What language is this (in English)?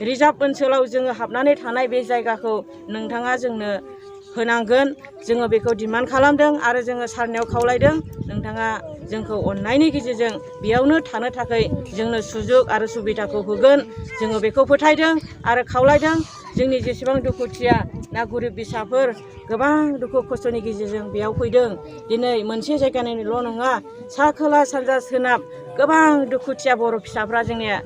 Bodo